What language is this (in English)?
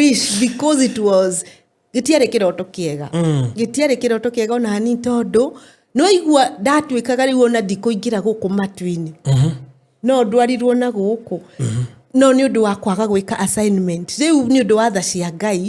Kikuyu